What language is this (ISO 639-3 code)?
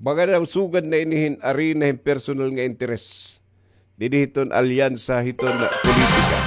war